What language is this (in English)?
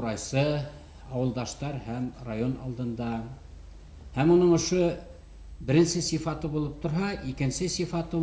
Bashkir